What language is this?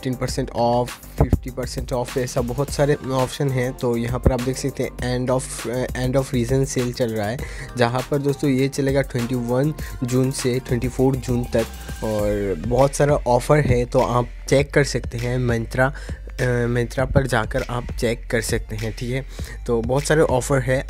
Hindi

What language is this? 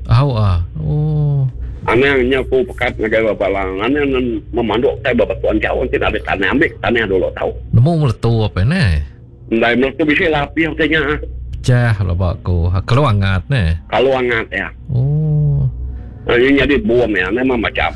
Iban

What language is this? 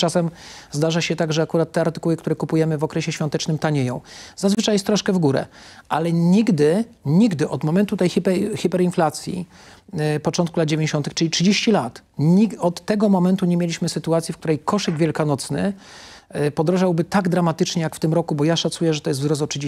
Polish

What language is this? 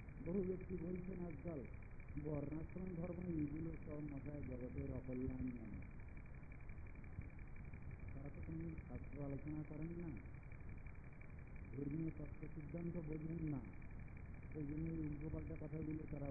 Bangla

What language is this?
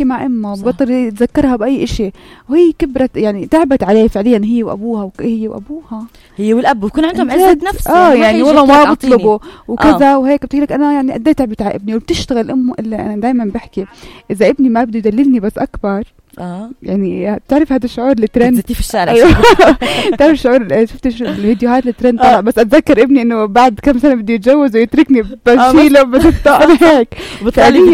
North Levantine Arabic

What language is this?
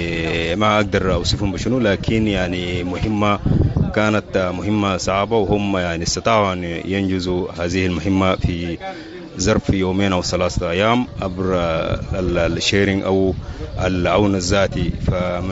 Sudanese Arabic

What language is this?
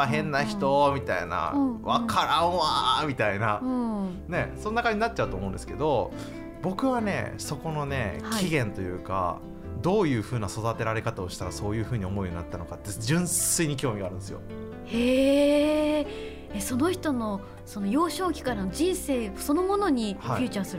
Japanese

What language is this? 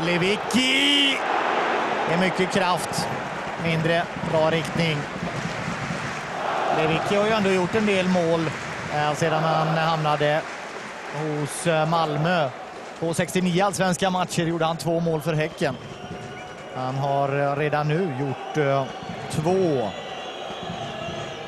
Swedish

